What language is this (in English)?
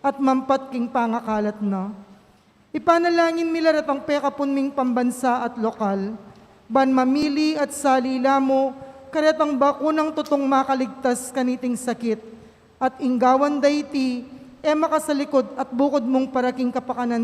Pampanga